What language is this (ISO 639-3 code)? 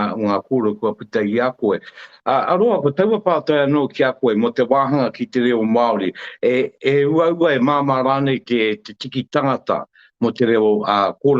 mri